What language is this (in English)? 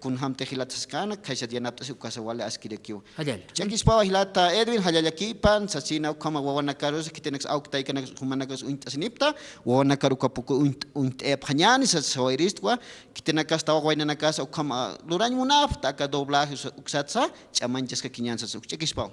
Aymara